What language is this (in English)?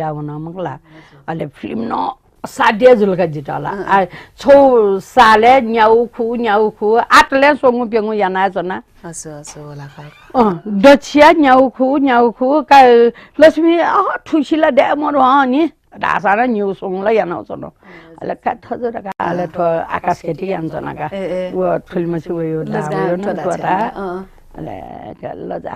Newari